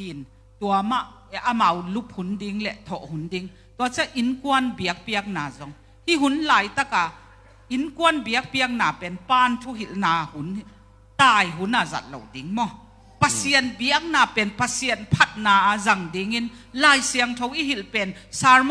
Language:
Tedim Chin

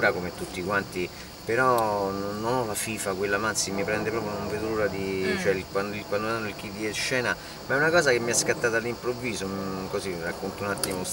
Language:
Italian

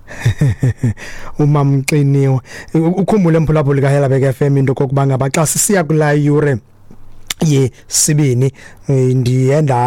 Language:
Xhosa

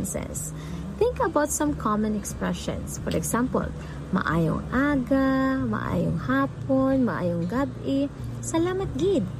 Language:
Hiligaynon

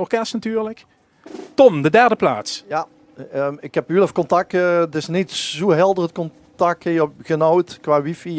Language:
Limburgish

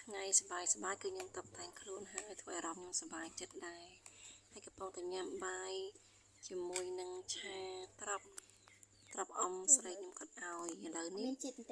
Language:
Khmer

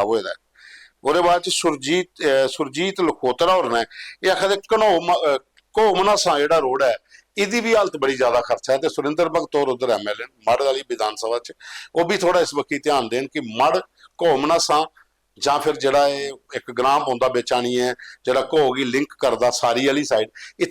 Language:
Dogri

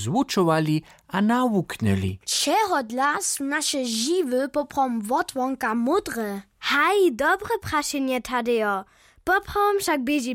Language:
Upper Sorbian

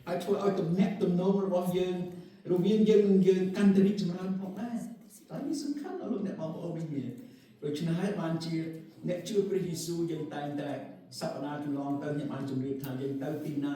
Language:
Khmer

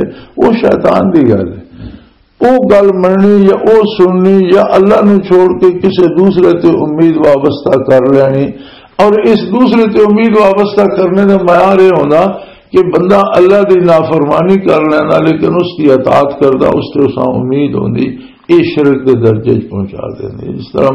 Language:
Western Panjabi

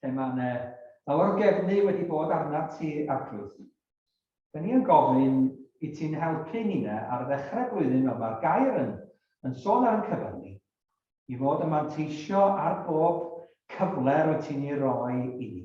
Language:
Welsh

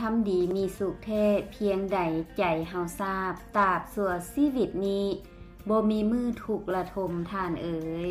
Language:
Lao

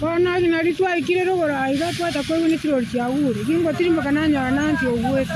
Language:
Gusii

